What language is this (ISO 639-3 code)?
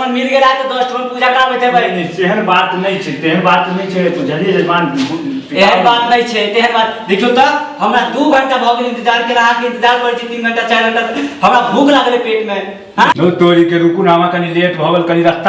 mai